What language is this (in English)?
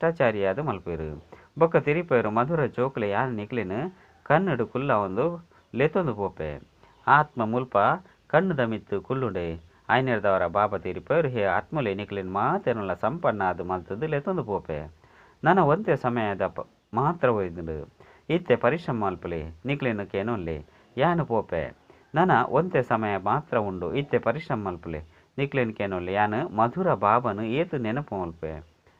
Tulu